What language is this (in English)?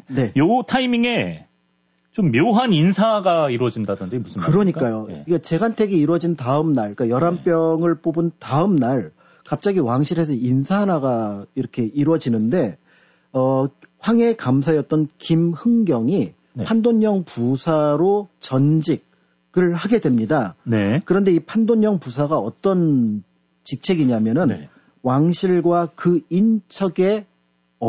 Korean